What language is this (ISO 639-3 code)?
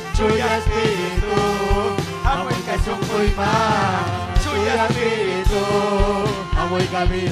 quy